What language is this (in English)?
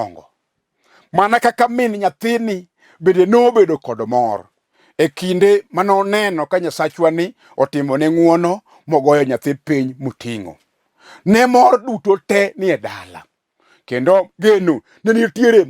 Luo (Kenya and Tanzania)